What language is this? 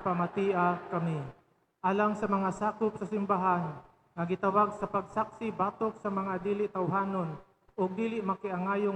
Cebuano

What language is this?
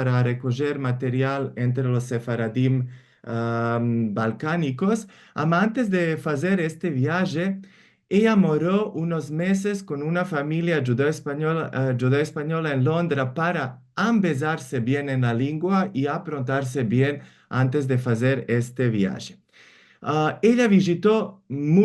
Ladino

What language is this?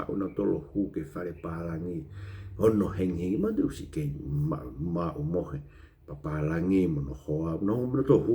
Tongan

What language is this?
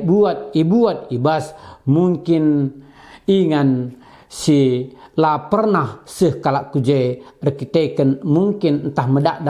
Batak Karo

